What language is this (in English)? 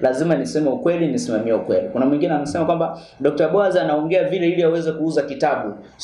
Swahili